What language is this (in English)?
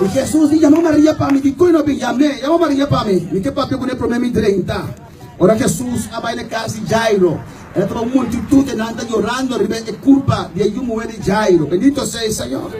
Papiamento